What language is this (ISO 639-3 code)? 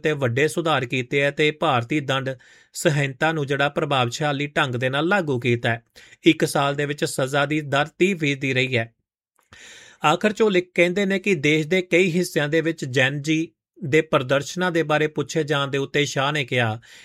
pan